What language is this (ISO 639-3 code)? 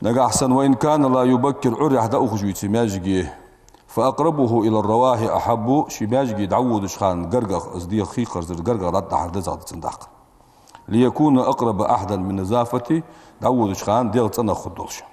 inh